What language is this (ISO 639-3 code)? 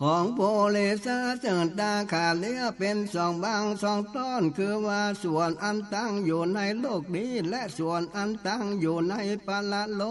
nod